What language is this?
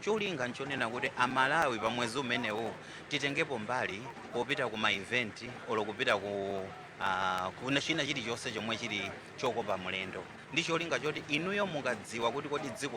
Nyanja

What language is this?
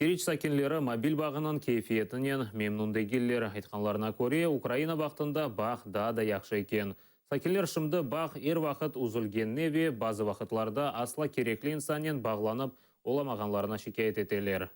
Crimean Tatar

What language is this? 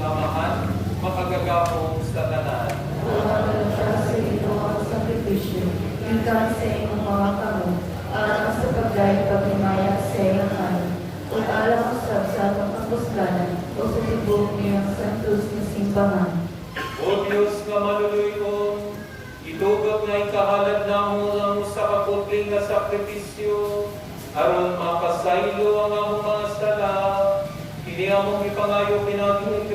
Cebuano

